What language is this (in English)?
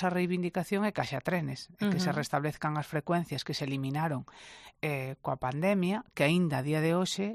Galician